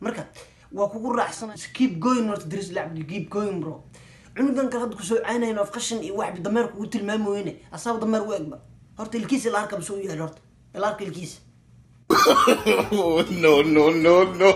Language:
Somali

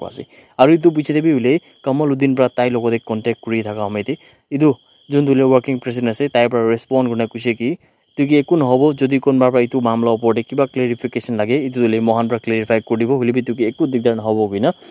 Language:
Naga Pidgin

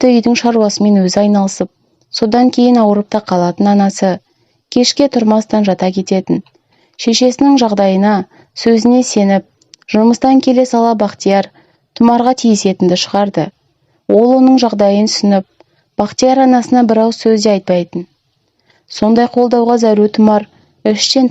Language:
Kazakh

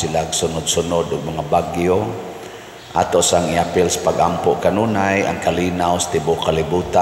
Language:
Cebuano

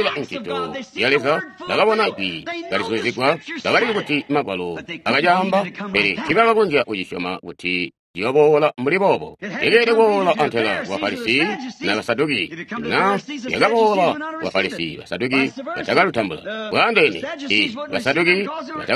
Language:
Tonga (Zambia)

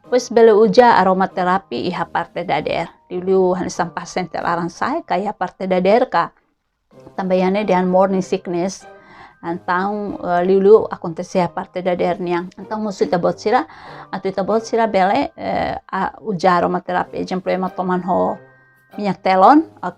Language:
Tetum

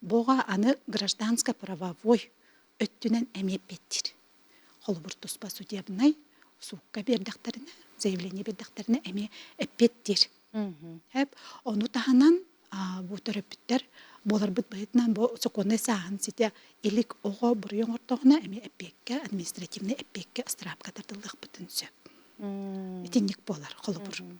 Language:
Yakut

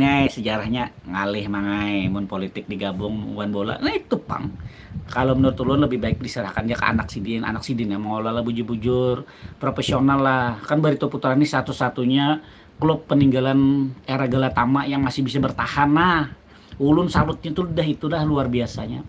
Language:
Banjar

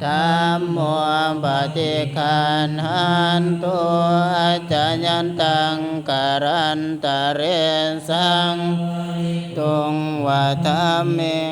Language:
Pali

